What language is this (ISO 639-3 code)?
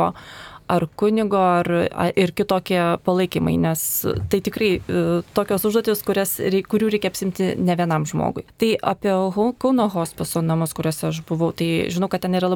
lit